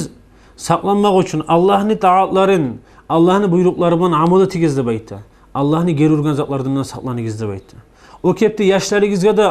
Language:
Kumyk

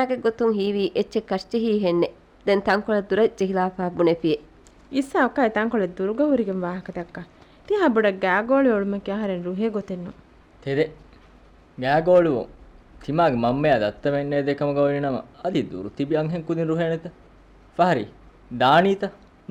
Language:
Divehi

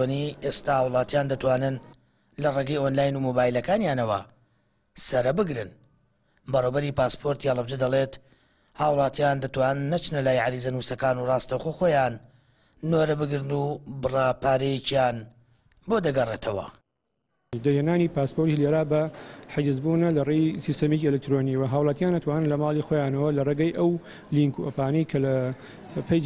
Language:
Central Kurdish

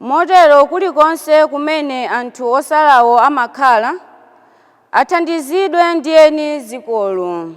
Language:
Nyanja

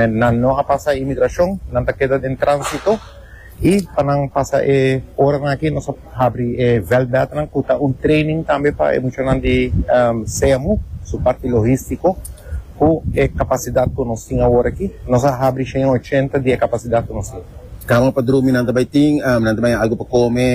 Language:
Papiamento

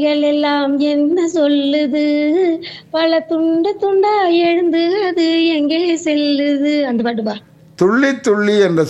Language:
Tamil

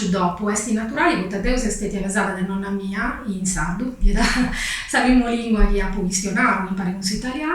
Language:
Sardinian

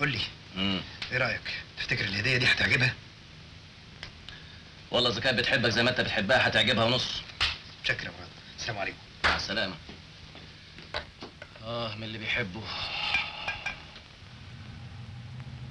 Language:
Egyptian Arabic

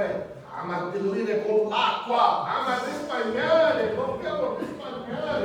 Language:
Sicilian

